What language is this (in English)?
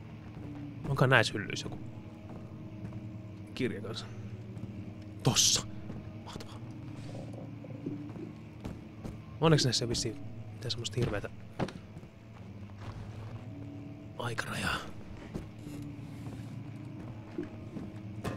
Finnish